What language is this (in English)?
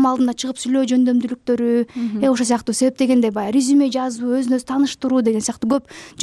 Kyrgyz